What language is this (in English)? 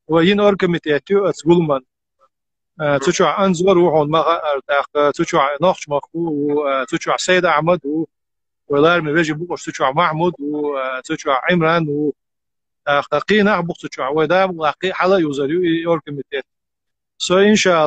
Chechen